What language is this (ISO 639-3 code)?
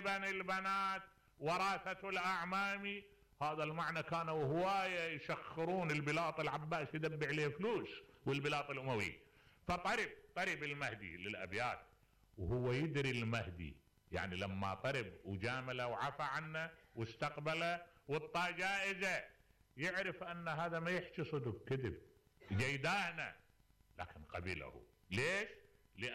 acm